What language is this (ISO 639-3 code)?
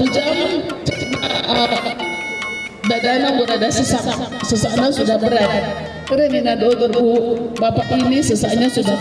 btx